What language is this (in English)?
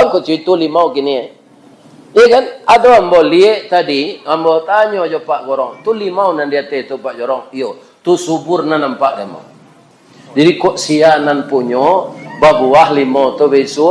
Minangkabau